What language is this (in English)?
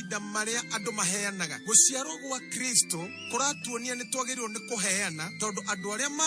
Kikuyu